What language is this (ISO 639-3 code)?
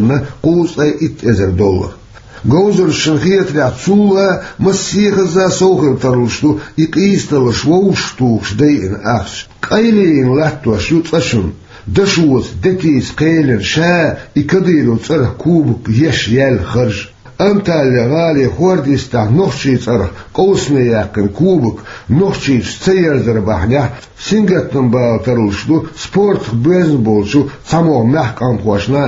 che